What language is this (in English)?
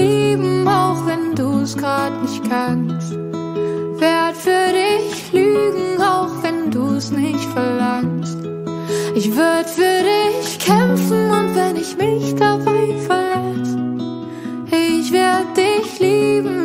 German